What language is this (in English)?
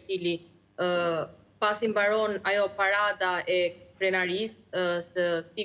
Albanian